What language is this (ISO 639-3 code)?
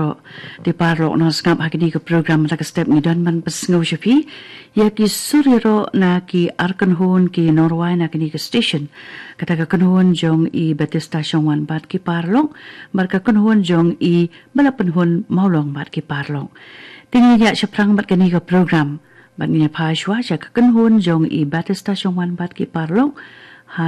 kha